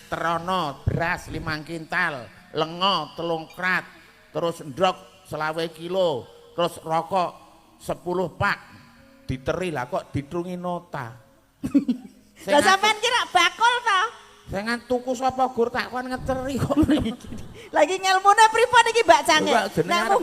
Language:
Javanese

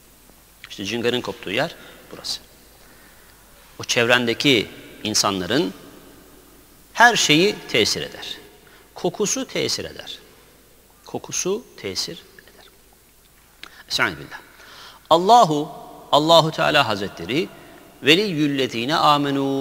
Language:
Turkish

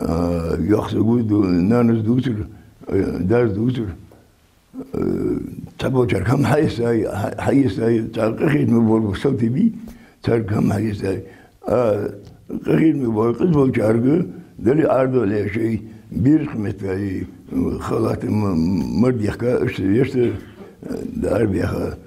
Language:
Ingush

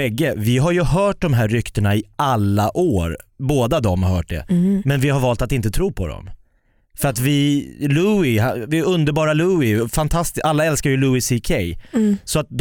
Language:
Swedish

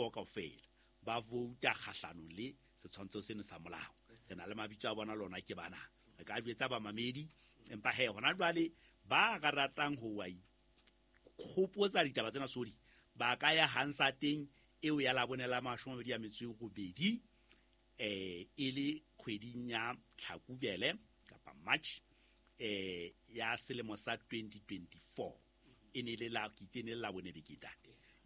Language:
Southern Sotho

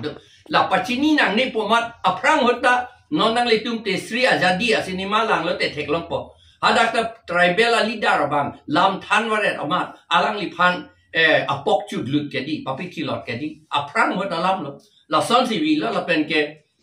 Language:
Karbi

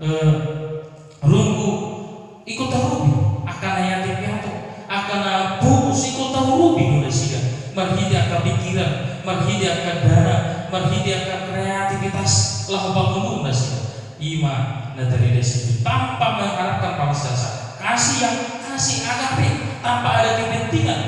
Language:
Batak Toba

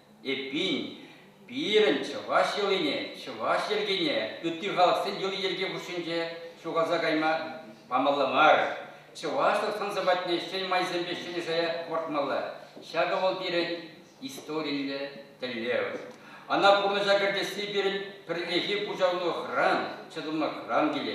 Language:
Chuvash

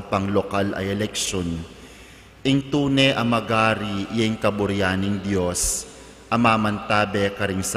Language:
Pampanga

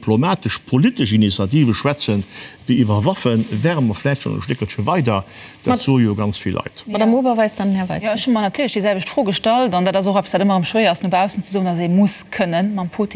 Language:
Luxembourgish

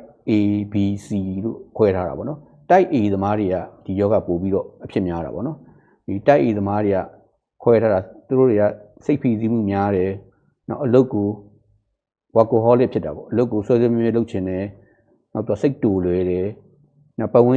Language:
Burmese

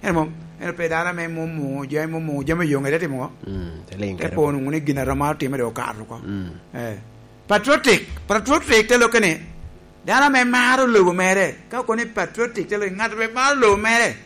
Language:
Lango (Uganda)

